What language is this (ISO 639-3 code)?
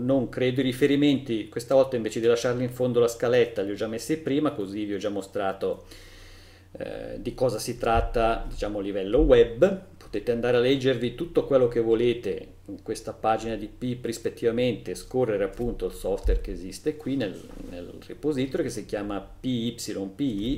ita